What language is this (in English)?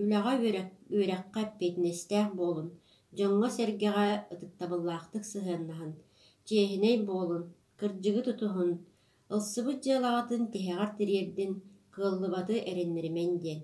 Yakut